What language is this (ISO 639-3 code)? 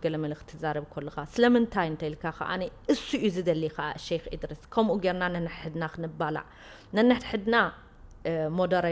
tir